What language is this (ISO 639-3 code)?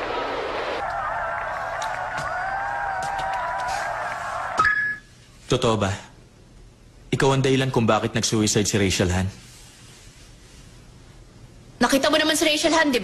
fil